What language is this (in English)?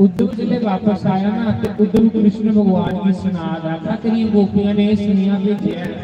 Dogri